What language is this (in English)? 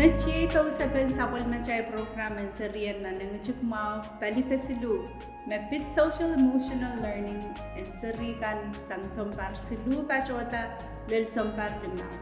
Pohnpeian